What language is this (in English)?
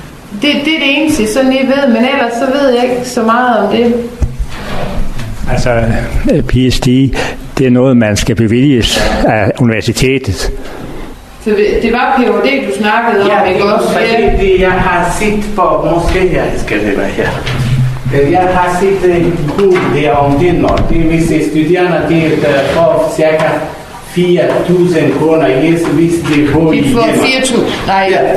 Danish